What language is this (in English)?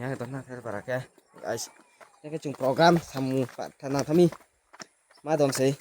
Riang (India)